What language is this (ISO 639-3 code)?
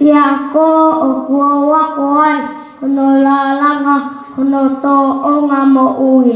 ton